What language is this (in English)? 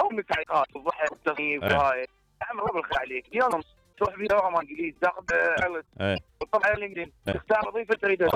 Mesopotamian Arabic